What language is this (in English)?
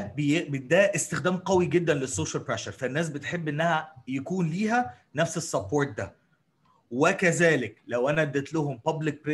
Egyptian Arabic